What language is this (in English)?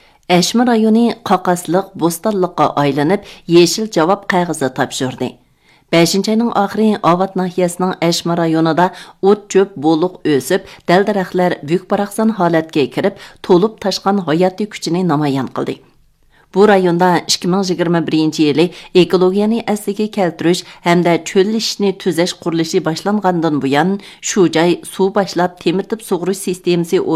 Uyghur